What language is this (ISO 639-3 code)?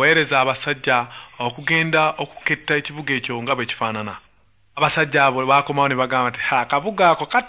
lug